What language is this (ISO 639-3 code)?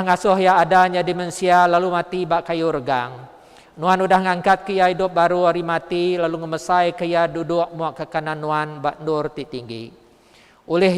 iba